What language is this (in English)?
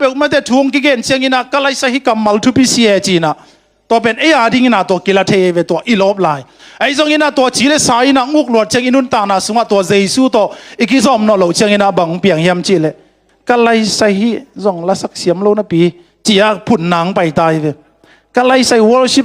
Tedim Chin